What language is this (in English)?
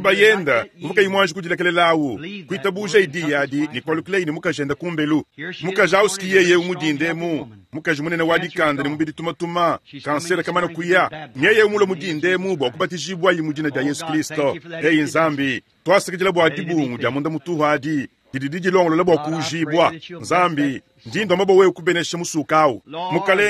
Luba-Lulua